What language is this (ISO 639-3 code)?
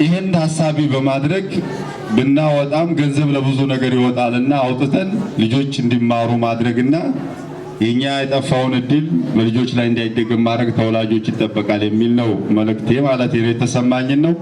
amh